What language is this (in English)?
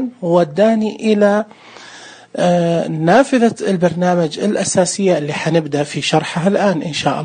Najdi Arabic